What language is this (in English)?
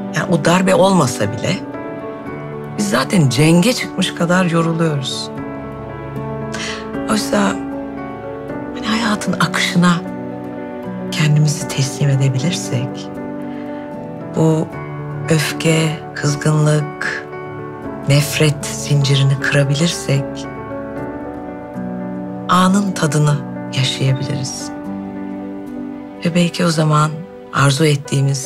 Turkish